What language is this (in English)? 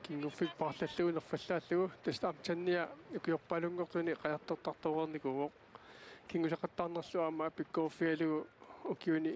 Kalaallisut